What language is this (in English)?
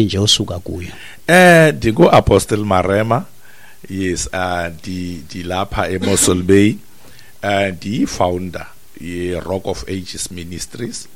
Xhosa